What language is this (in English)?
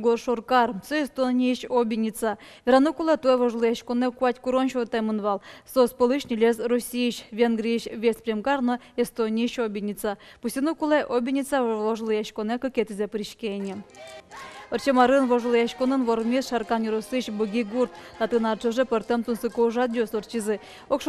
Udmurt